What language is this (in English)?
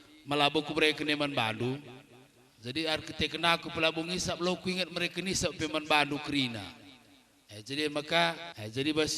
Batak Karo